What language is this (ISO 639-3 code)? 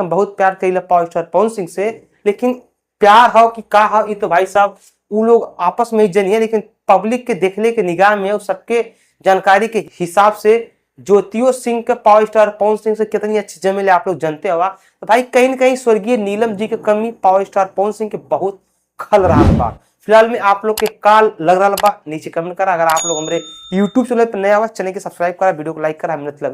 bho